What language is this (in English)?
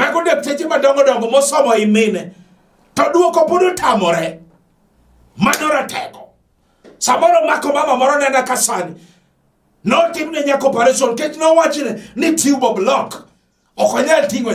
Luo (Kenya and Tanzania)